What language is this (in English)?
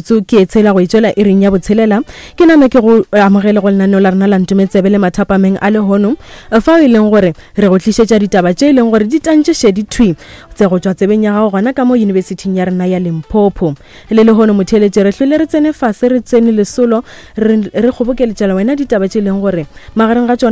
Northern Sotho